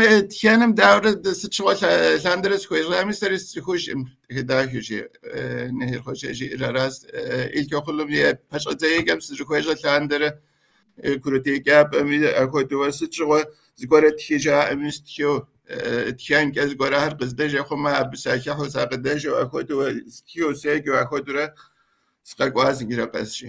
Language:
Kabardian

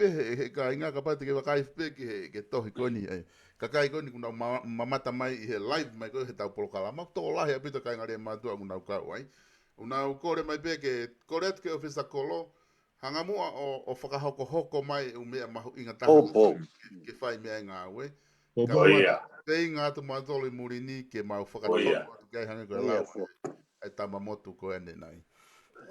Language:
Tongan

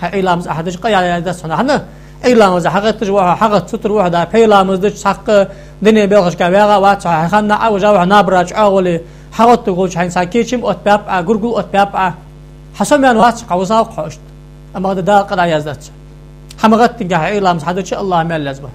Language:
Ingush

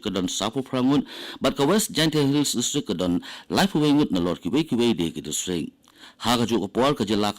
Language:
Khasi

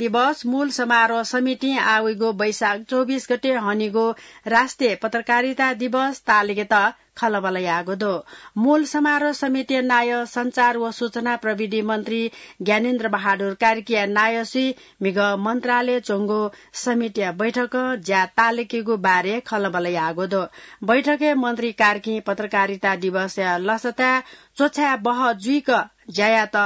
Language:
Newari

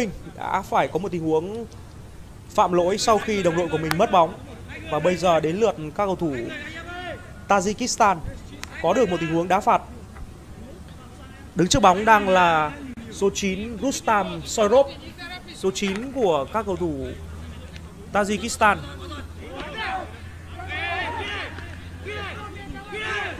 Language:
Vietnamese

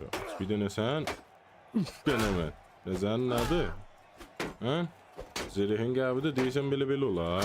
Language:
South Azerbaijani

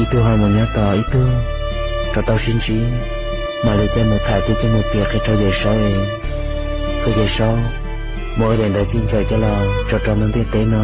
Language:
Hmong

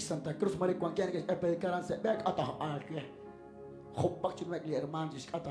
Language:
Kekchí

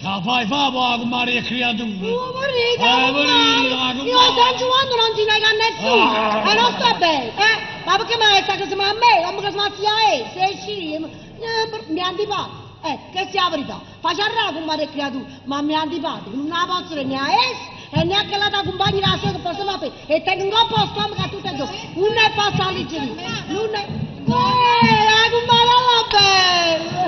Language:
Neapolitan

